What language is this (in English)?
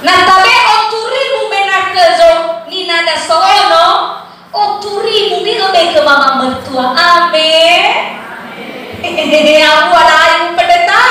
Nias